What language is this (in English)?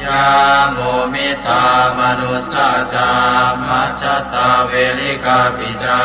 Pali